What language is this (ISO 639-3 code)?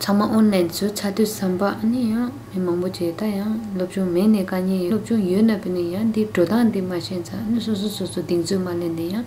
bod